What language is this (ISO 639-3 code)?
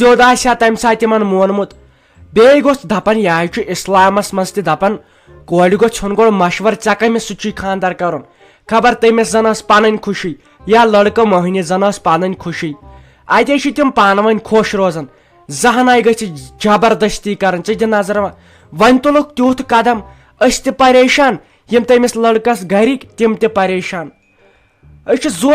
kas